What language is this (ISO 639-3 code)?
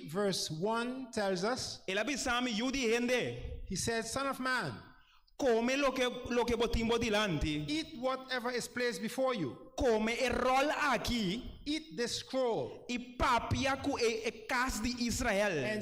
pap